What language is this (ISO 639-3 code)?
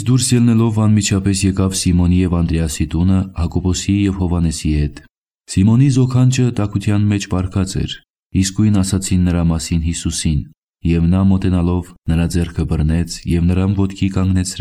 hye